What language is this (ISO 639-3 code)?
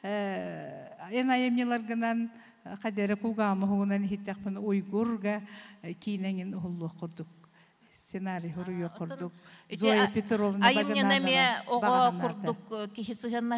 sah